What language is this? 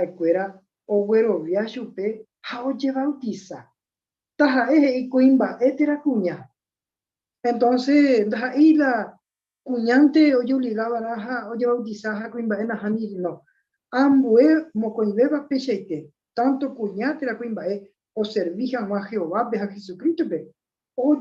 Guarani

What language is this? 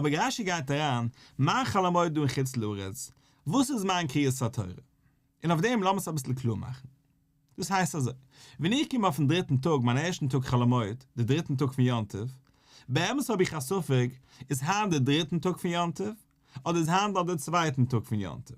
Yiddish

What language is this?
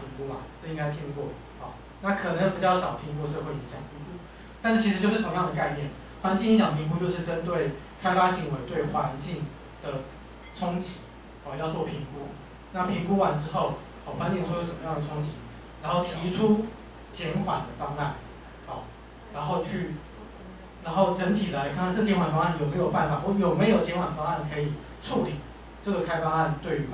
Chinese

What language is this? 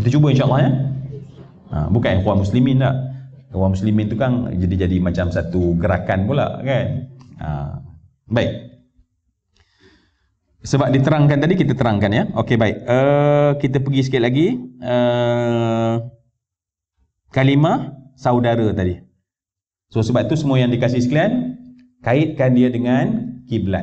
Malay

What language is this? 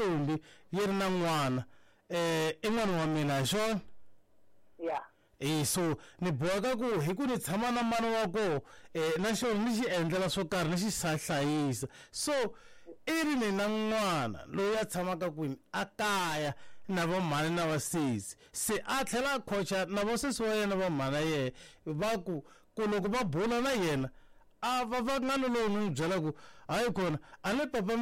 Tsonga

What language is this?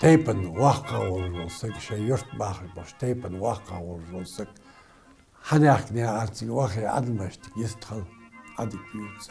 Ingush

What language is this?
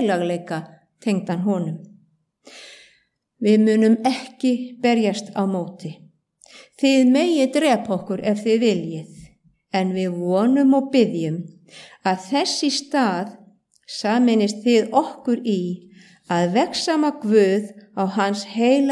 Icelandic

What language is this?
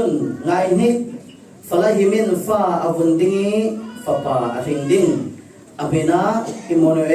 Falam Chin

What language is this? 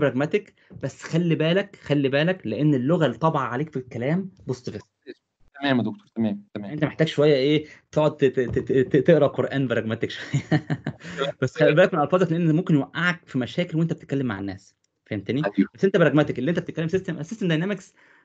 Egyptian Arabic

